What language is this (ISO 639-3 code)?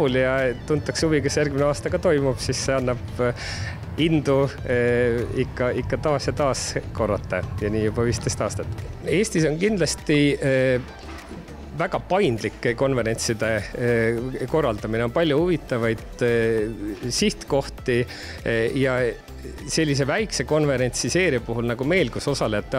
est